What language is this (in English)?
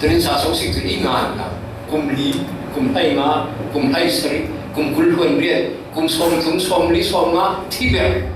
Falam Chin